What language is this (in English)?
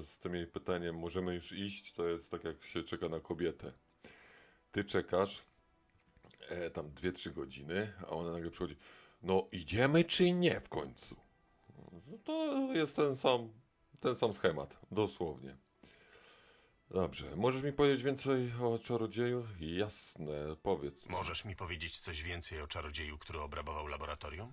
Polish